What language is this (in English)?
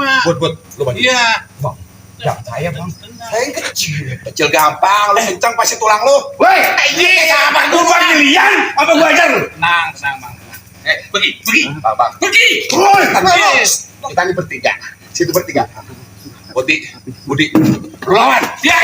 Betawi